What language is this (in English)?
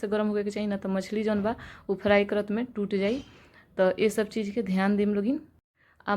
Bhojpuri